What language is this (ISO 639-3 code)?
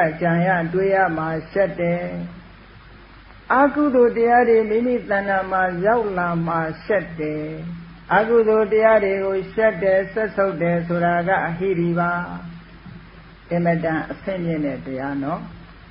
mya